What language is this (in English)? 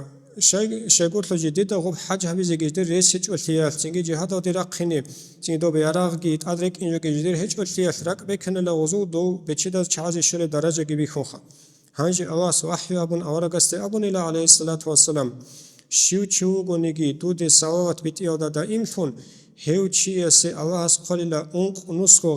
Avaric